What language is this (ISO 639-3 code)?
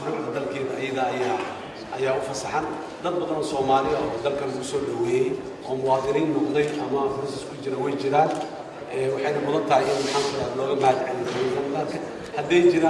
som